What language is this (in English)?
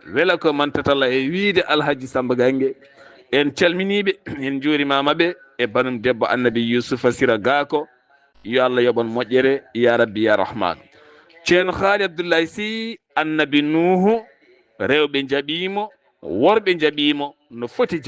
Fula